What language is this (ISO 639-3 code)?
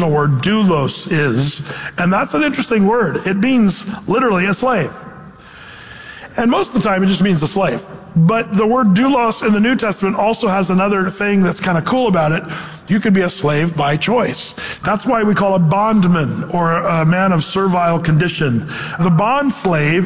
eng